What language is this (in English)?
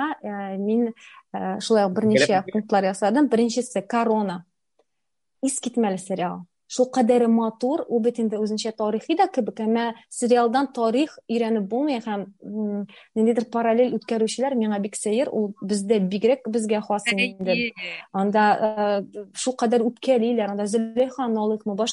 Tatar